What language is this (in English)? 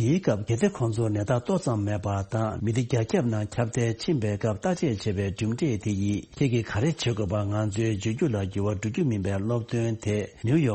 Tibetan